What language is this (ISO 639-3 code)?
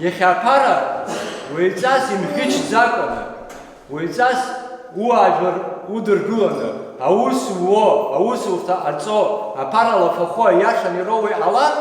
abk